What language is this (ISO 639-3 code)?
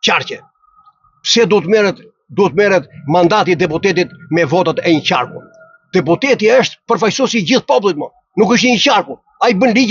sqi